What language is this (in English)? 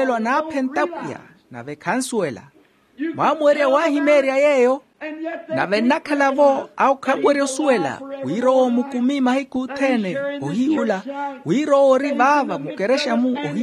Makhuwa